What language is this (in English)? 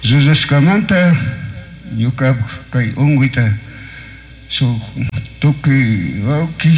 Chimborazo Highland Quichua